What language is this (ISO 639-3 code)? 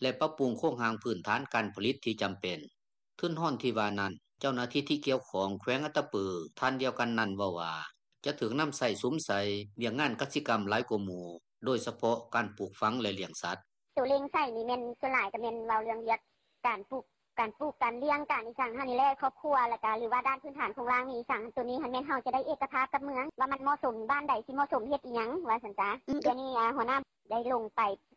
lao